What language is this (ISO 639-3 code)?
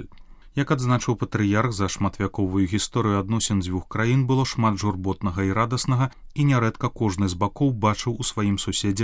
bel